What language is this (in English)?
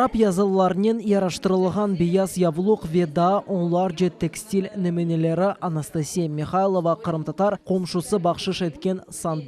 Crimean Tatar